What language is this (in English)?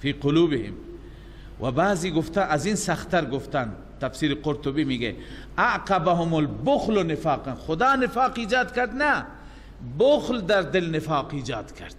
Persian